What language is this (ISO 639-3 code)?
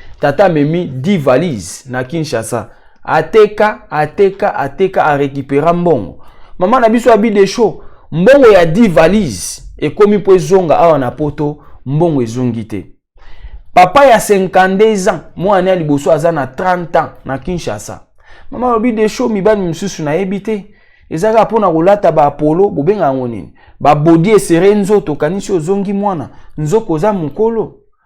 lin